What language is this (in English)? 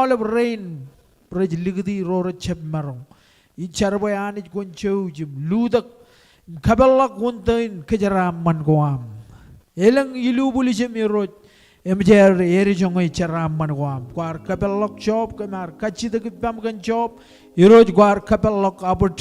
Marshallese